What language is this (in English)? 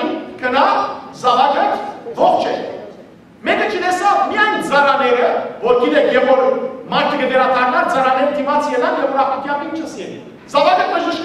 Western Armenian